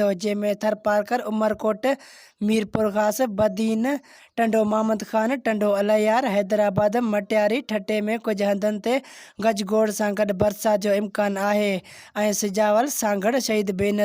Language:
Sindhi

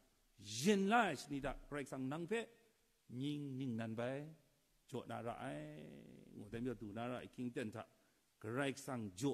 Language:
Kachin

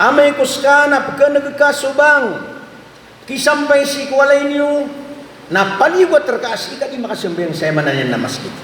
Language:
Maranao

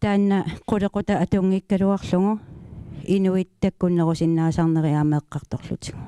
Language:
Kalaallisut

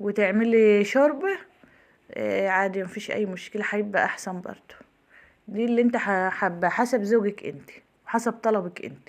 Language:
Egyptian Arabic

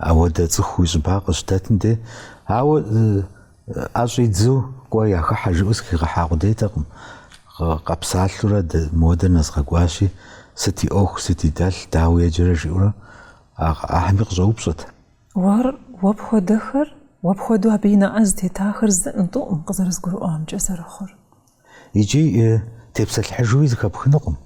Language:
Kabardian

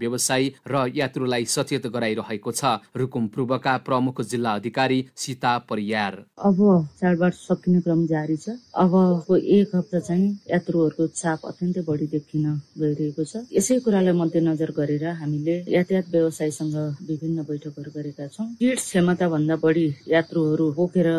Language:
Nepali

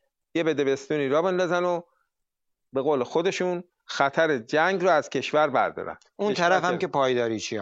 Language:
Persian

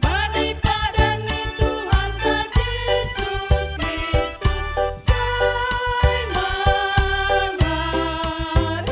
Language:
Batak Simalungun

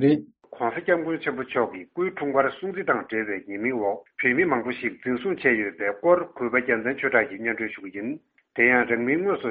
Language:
Tibetan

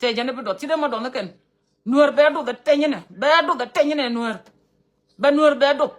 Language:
Nuer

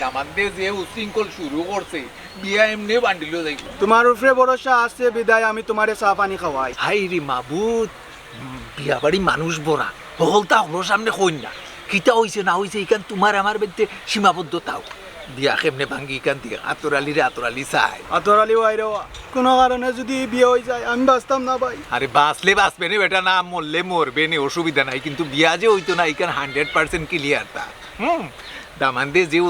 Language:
Sylheti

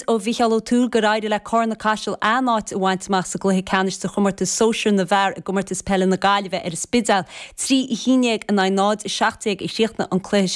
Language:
Irish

